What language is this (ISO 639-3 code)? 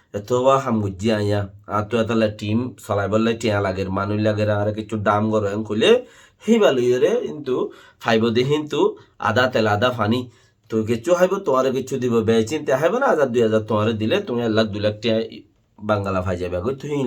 rhg